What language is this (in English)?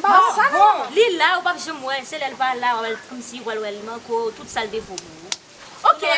Haitian Creole